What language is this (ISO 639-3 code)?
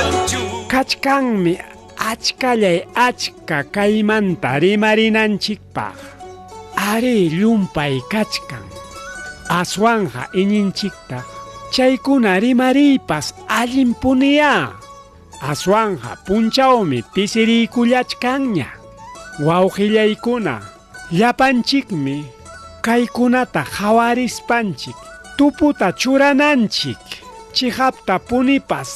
quy